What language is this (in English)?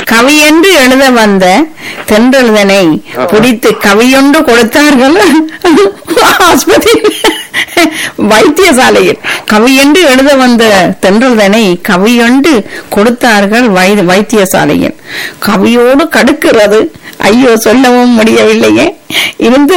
Tamil